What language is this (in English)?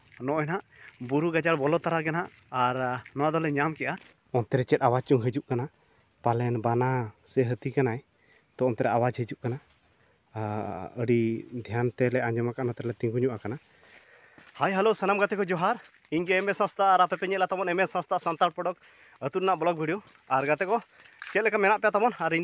Santali